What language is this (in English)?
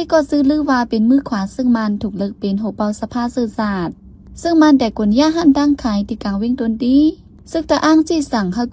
Shan